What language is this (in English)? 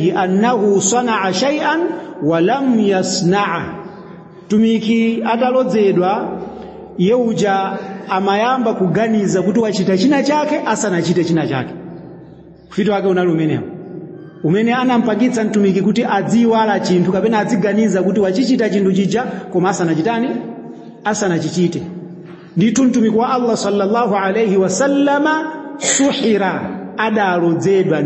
Nyanja